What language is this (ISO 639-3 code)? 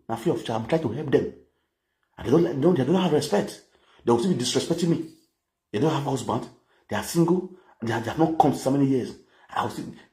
pcm